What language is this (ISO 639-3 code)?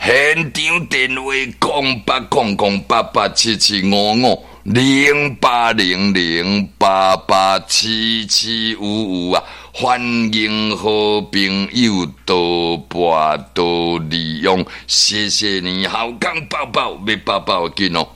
nan